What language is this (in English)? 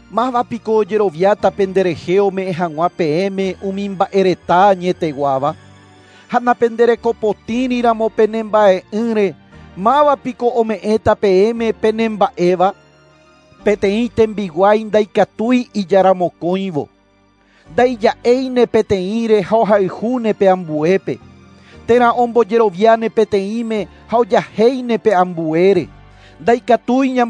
Guarani